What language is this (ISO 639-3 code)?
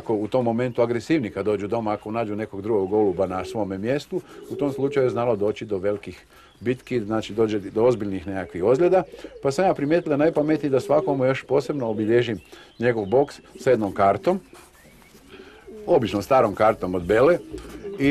hrv